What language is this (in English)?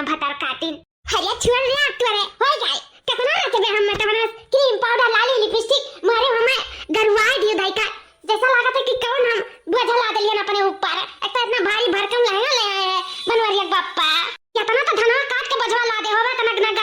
Awadhi